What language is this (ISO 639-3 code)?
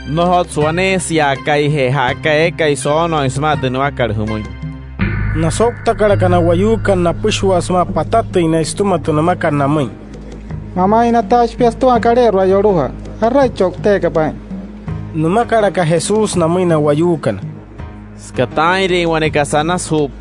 guc